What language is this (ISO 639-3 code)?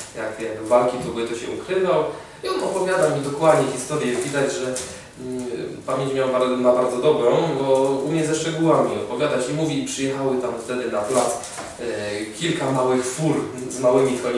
szl